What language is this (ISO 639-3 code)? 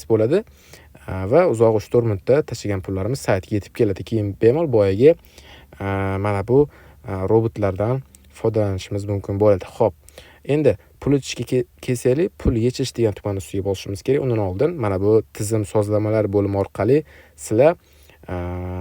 uzb